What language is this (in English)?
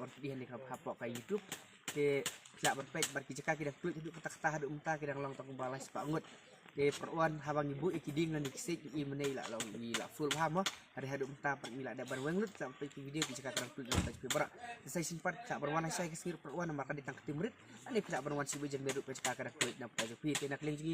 Khasi